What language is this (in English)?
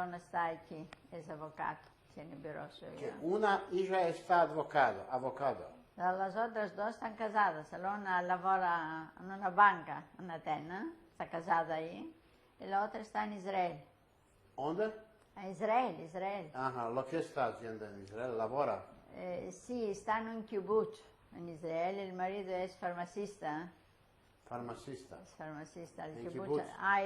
Ladino